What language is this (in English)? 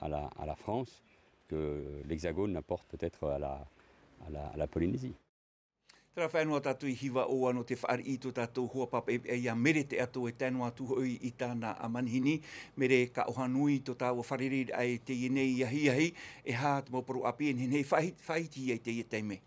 Tahitian